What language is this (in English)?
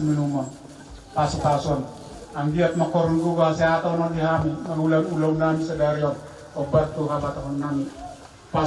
Batak Toba